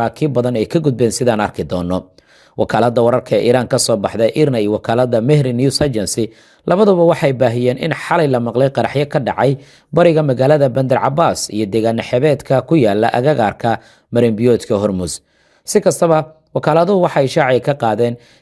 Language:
Somali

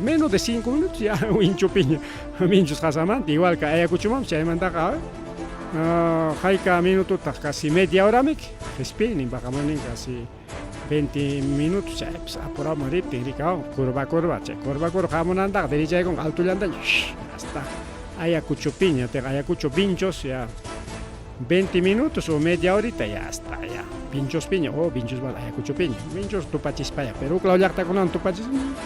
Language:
Ayacucho Quechua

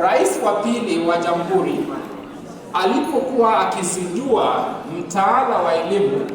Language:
Swahili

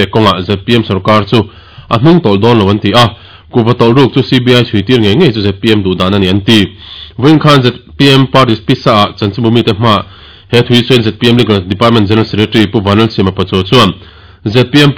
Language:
Mizo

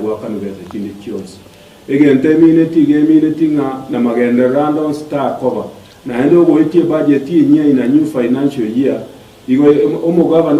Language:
Gusii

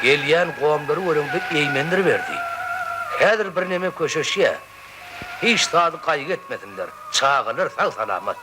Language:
Turkmen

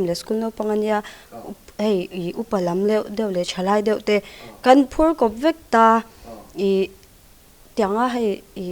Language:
Mizo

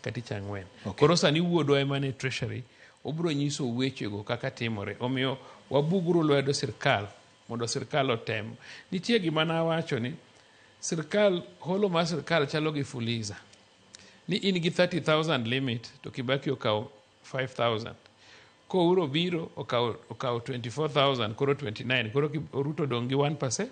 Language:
Luo (Kenya and Tanzania)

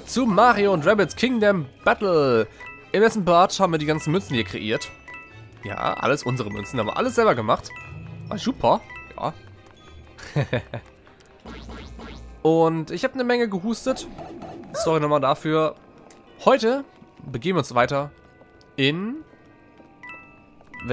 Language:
German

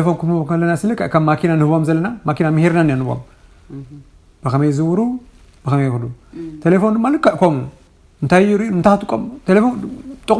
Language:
Tigrinya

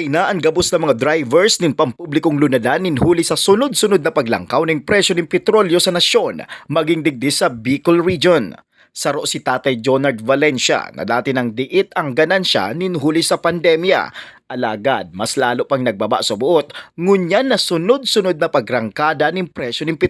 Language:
Bikol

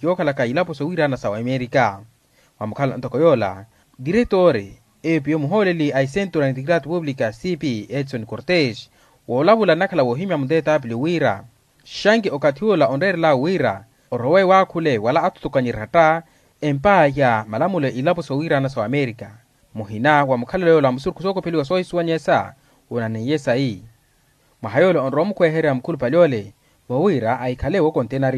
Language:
Makhuwa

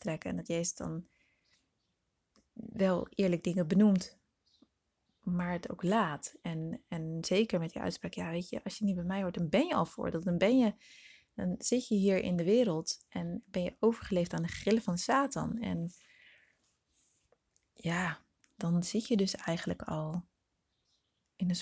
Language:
Dutch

